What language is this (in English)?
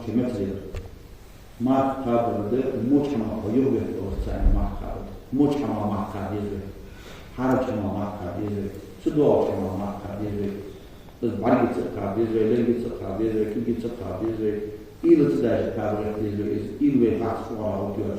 Ingush